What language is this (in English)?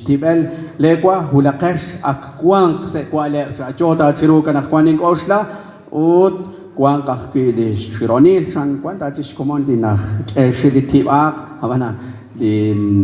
Kekchí